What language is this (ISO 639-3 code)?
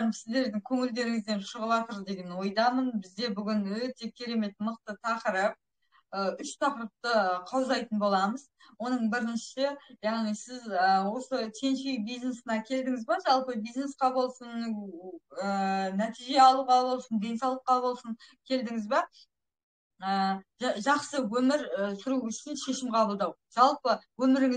kaz